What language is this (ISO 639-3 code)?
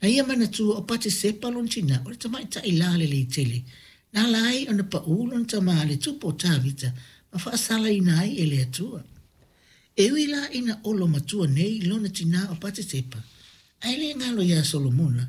smo